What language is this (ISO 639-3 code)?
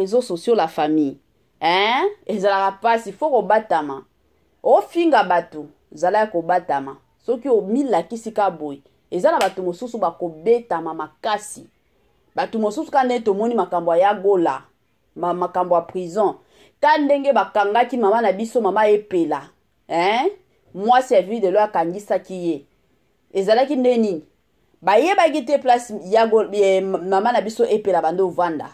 lin